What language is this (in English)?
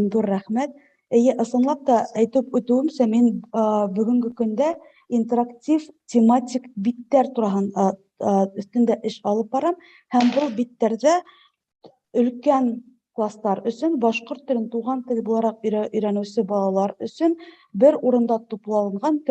Bashkir